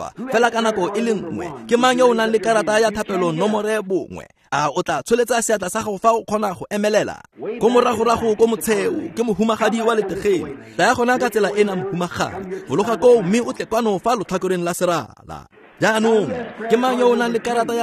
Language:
Tswana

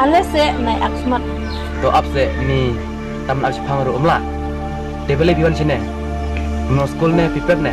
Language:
Khasi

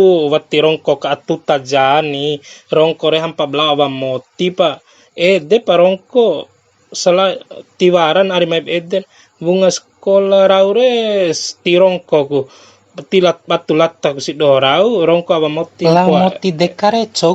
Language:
Bima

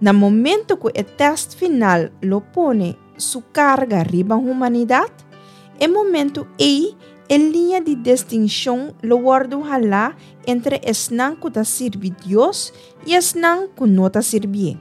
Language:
Papiamento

